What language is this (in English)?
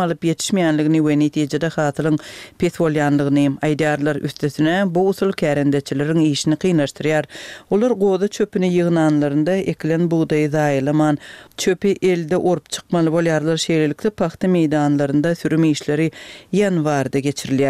Turkmen